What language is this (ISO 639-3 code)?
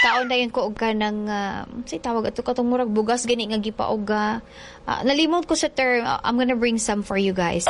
ceb